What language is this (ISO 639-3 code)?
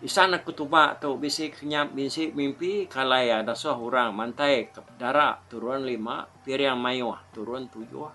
iba